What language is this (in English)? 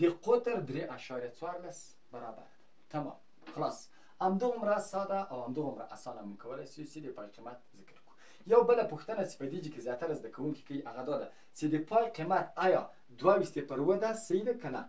Pashto